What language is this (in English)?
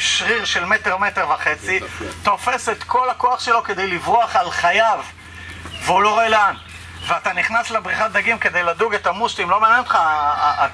Hebrew